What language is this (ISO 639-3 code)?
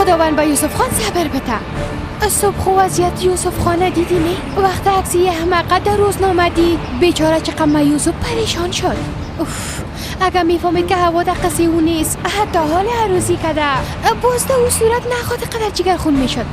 fas